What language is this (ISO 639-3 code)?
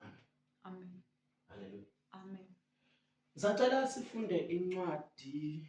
zul